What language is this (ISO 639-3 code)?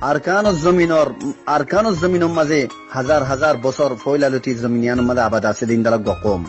rhg